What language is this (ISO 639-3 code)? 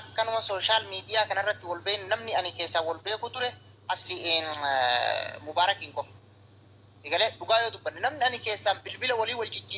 orm